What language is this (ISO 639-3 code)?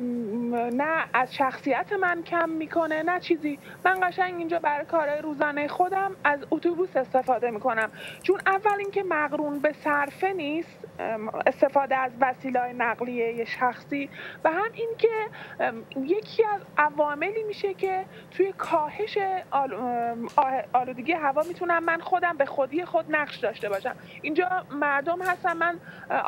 fas